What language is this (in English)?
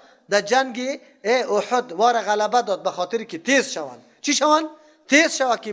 Persian